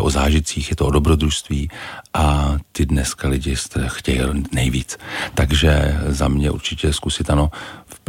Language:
Czech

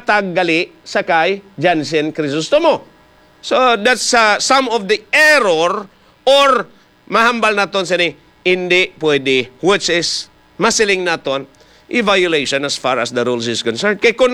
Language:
Hiligaynon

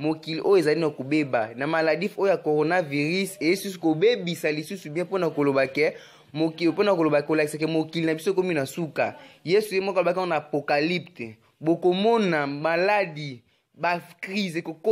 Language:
Lingala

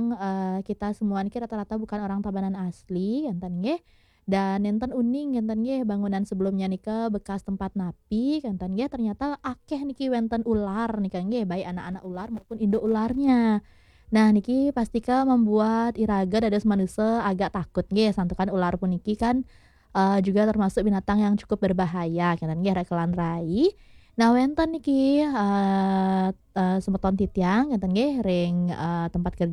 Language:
Balinese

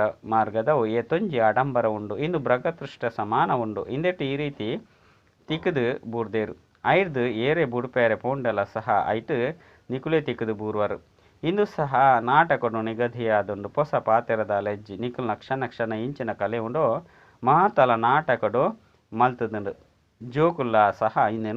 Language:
Tulu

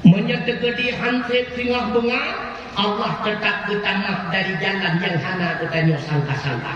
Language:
Achinese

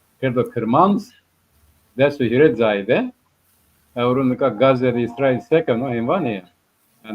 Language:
Zaza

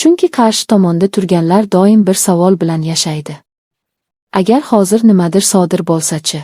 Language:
Uzbek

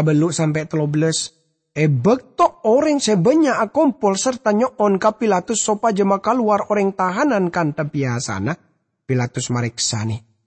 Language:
Madurese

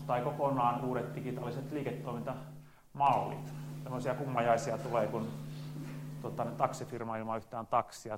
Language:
Finnish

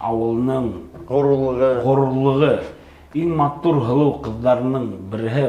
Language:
Bashkir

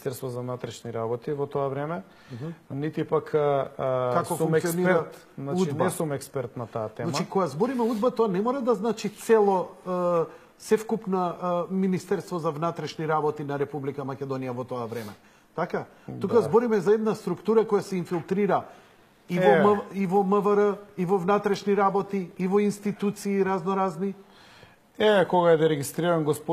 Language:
Macedonian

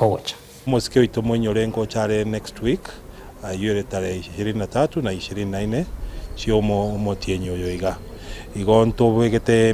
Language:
Gusii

